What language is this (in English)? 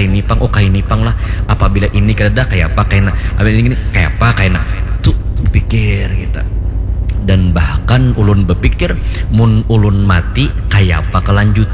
Banjar